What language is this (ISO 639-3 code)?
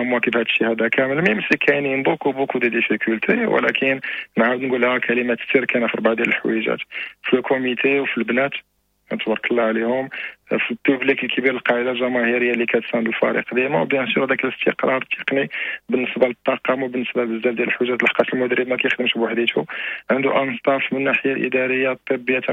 ary